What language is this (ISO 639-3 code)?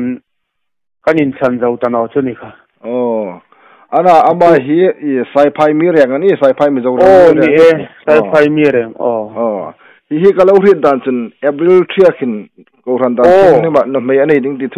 hmr